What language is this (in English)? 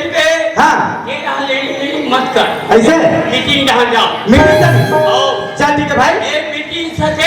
Chhattisgarhi